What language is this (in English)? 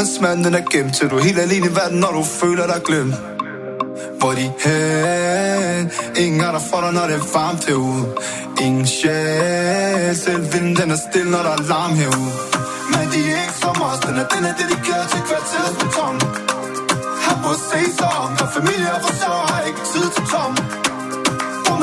Danish